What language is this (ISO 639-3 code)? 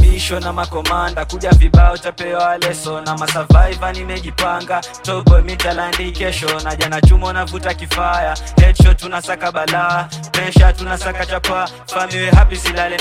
swa